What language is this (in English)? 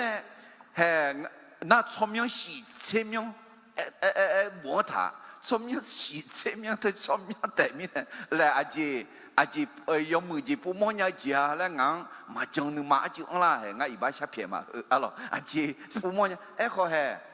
Akha